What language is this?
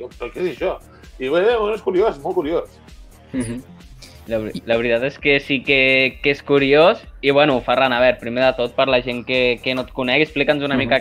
Catalan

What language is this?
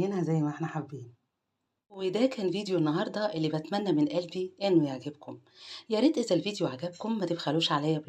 Egyptian Arabic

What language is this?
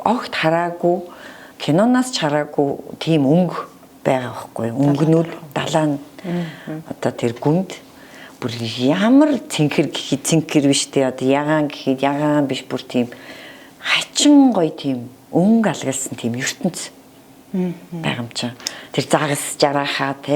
Mongolian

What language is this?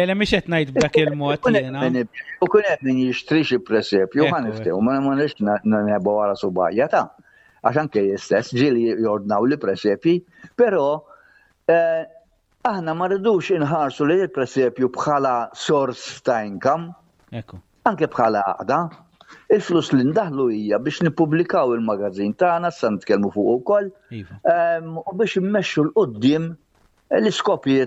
Maltese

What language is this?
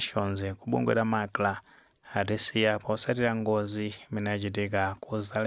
Nyanja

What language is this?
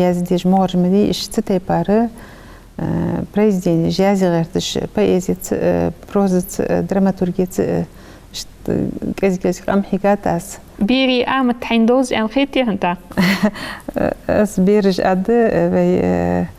Ingush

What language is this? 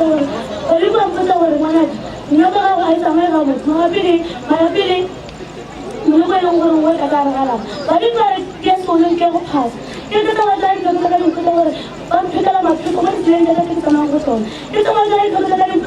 Northern Sotho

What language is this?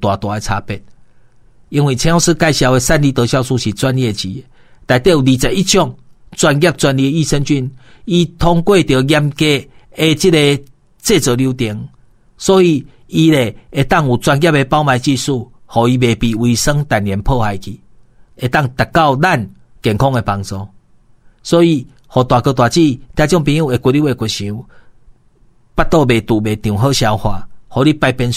Min Nan Chinese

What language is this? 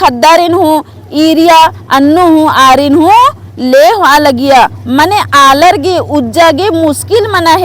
Kurukh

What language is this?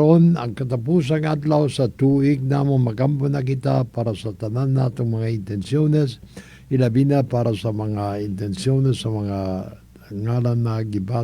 Cebuano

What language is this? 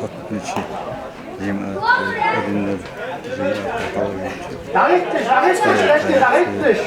Chechen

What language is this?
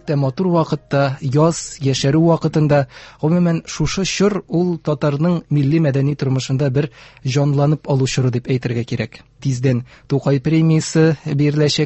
Tatar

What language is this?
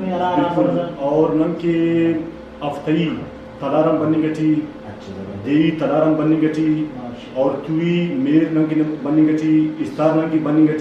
Brahui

